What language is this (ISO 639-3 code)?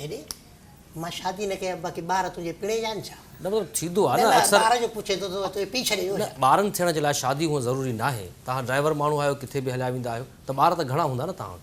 snd